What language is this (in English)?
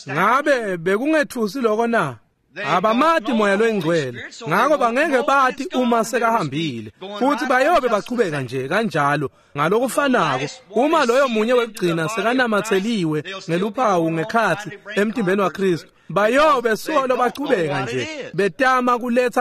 Swati